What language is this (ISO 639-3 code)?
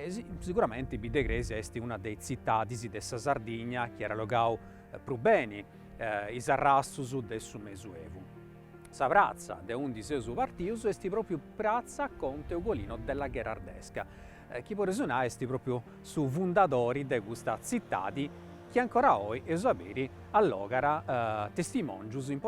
srd